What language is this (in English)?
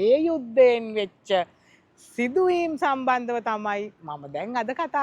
Sinhala